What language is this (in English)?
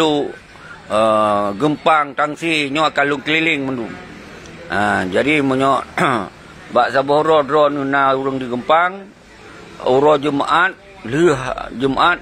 Achinese